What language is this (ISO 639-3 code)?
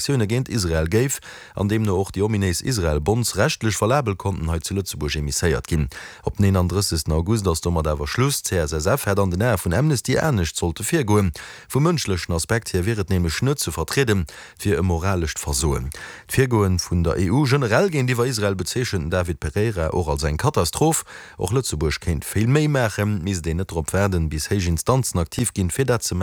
ltz